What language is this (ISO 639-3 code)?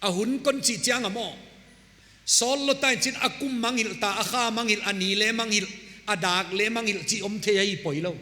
pck